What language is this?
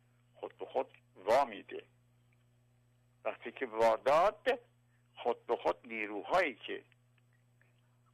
Persian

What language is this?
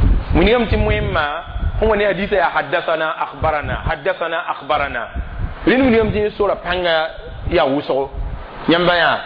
Mossi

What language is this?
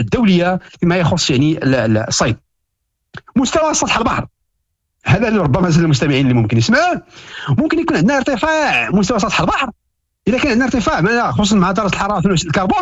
Moroccan Arabic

